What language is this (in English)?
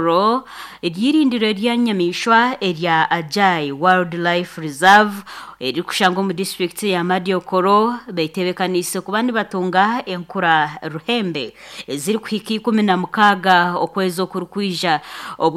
Nyankole